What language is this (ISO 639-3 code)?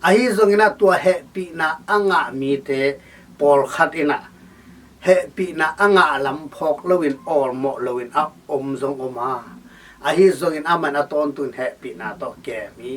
ctd